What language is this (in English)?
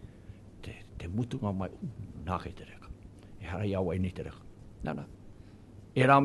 Māori